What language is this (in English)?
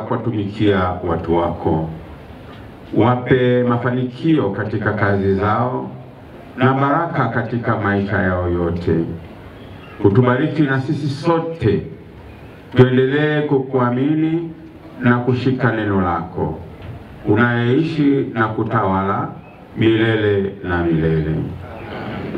Swahili